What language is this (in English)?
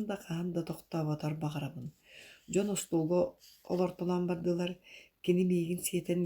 Yakut